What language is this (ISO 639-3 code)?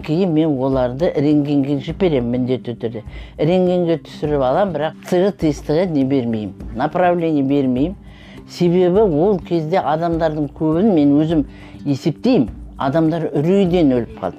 kaz